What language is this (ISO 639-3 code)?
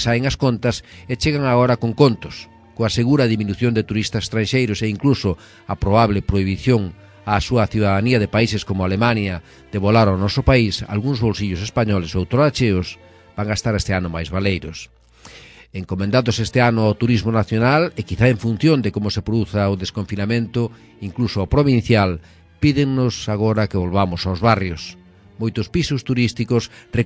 glg